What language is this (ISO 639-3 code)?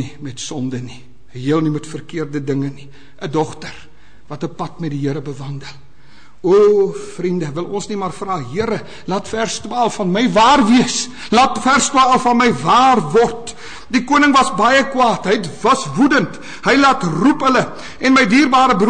afr